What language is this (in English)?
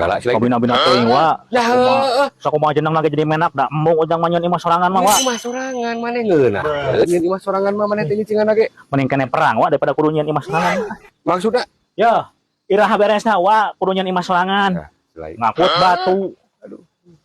Sundanese